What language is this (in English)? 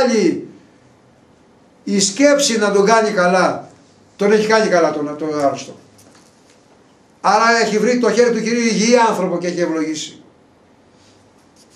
Greek